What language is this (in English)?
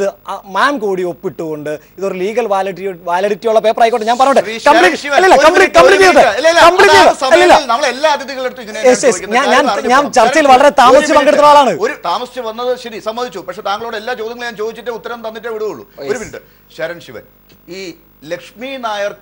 Malayalam